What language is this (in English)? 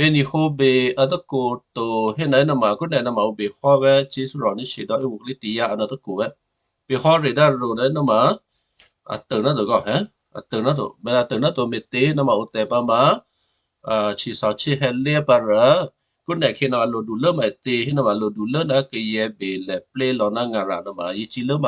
Western Kayah